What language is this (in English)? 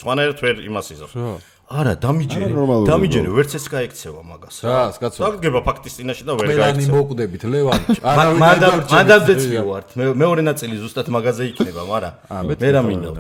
Georgian